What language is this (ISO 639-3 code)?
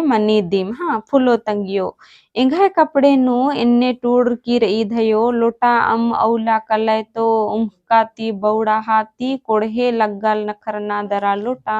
kru